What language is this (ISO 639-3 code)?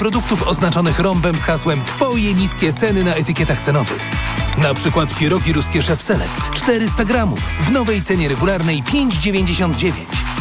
pol